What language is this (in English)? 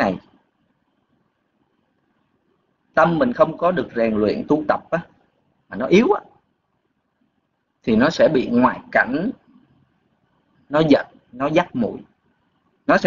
Vietnamese